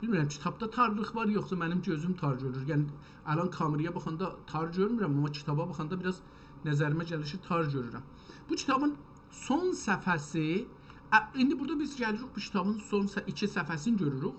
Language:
South Azerbaijani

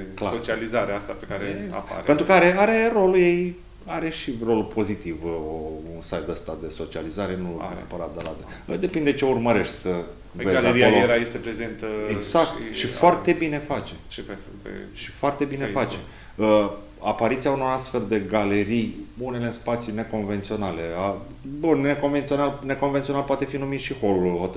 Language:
Romanian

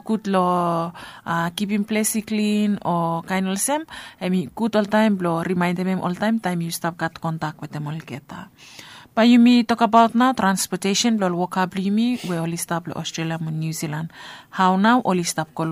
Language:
Bislama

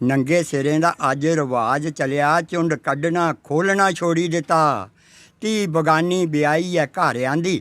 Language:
Dogri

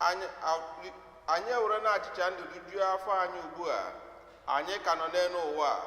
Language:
Igbo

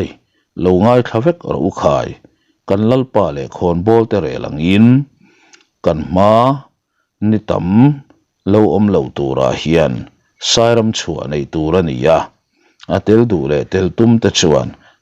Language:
Mizo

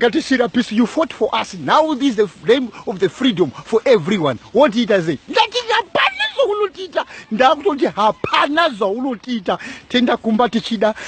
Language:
Shona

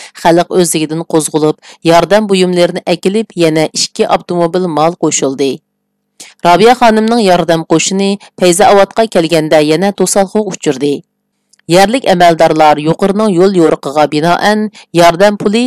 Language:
Uyghur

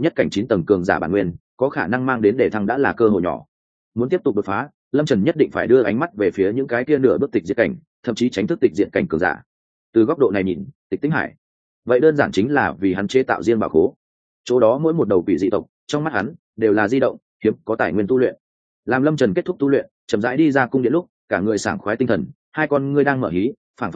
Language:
Vietnamese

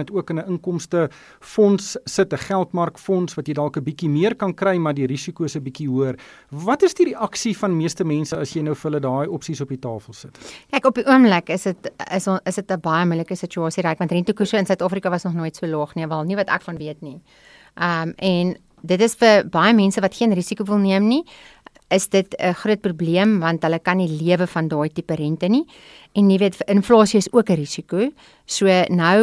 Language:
Afrikaans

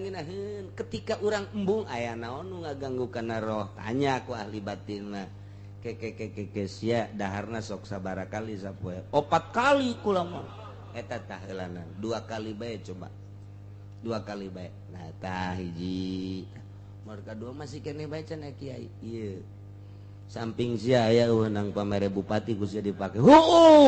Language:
Sundanese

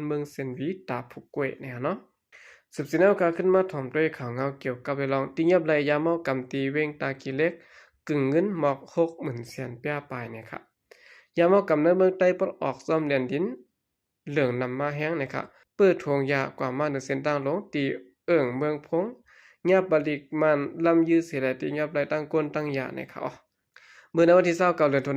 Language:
Shan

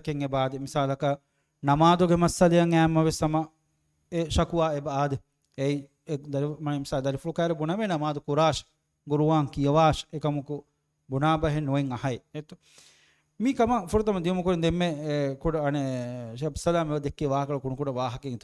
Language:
Divehi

